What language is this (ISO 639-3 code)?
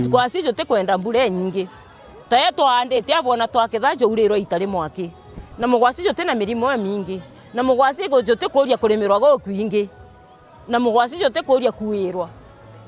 mer